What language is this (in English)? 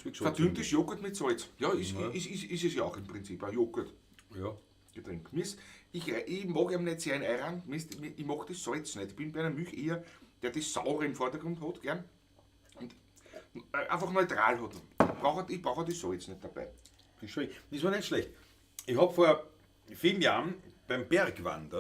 Bavarian